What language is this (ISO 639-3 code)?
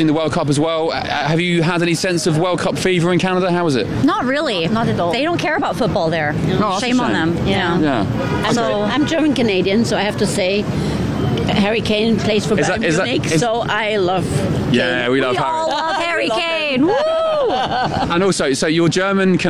eng